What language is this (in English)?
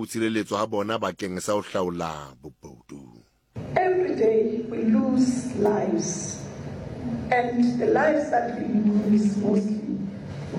Southern Sotho